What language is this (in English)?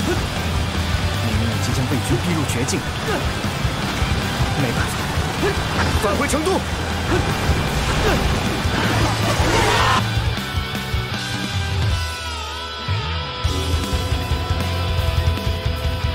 Chinese